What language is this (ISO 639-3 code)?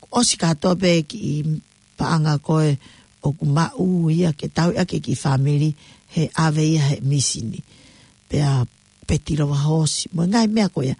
ton